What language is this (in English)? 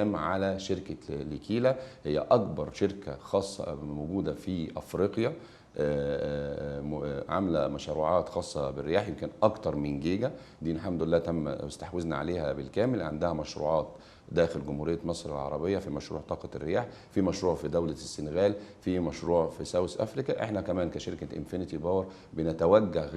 Egyptian Arabic